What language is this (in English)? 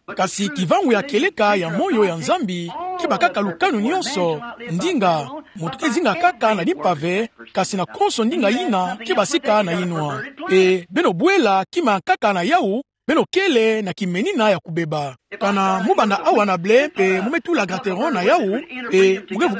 Kituba (Democratic Republic of Congo)